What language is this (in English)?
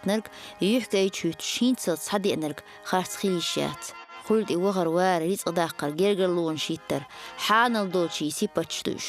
Chechen